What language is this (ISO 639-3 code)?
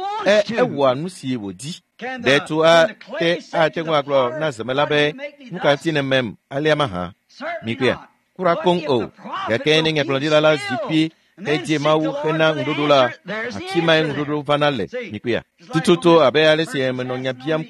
ewe